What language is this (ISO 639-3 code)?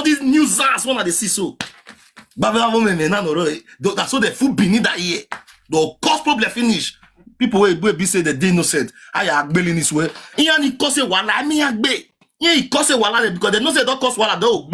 pcm